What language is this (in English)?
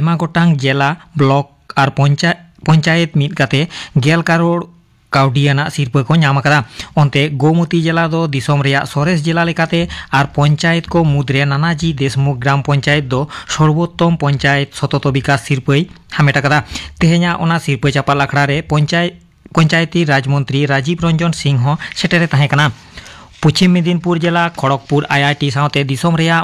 Santali